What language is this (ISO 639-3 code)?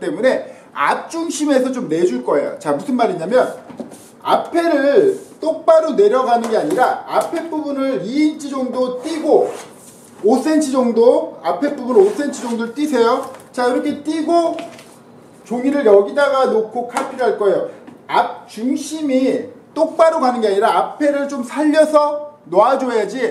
kor